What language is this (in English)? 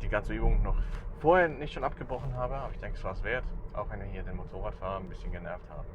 Swiss German